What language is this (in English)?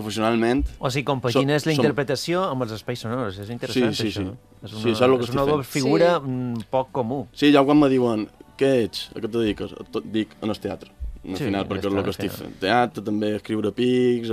Catalan